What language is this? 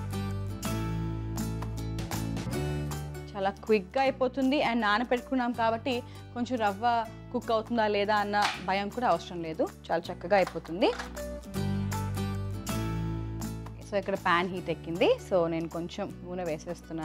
Telugu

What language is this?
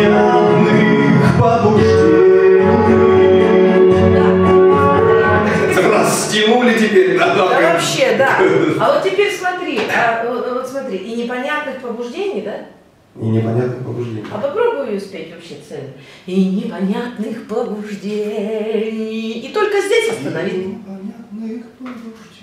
Russian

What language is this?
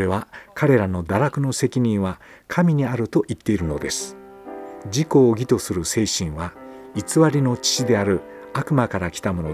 Japanese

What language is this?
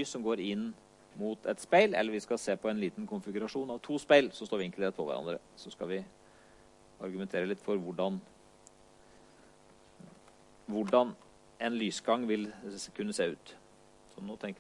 Norwegian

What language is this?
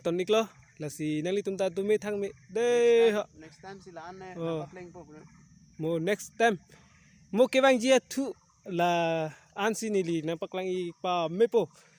Karbi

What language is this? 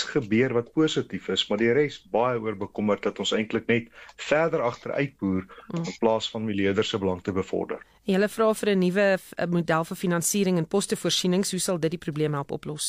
Afrikaans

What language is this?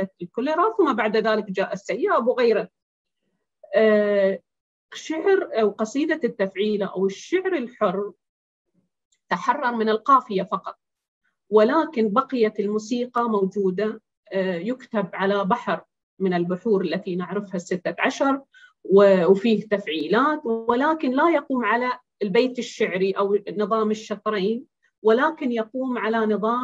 Arabic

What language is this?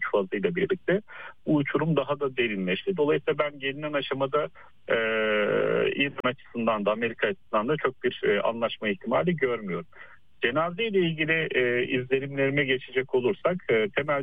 Turkish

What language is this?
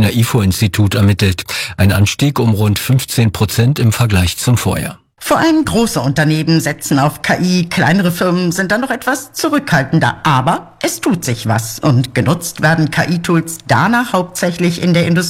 German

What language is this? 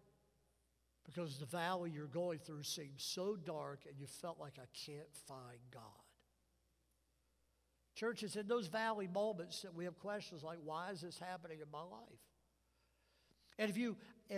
English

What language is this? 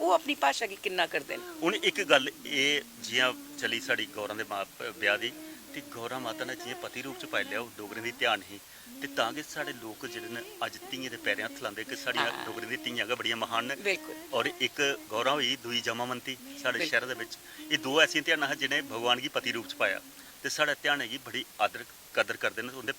Dogri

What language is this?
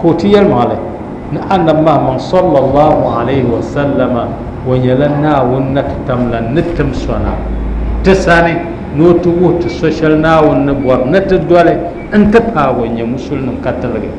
Dagbani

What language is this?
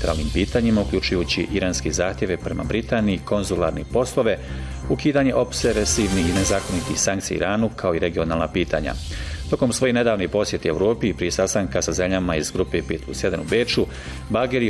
Bosnian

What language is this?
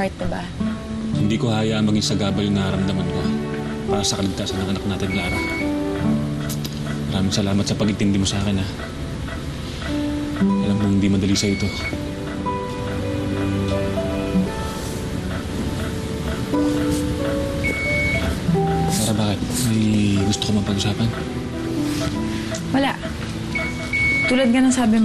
Filipino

